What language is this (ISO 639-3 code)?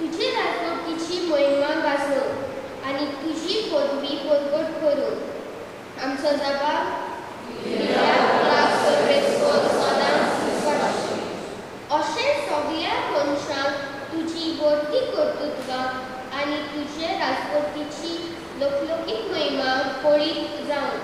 kok